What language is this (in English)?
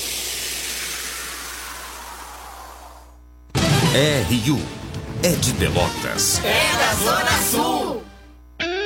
Portuguese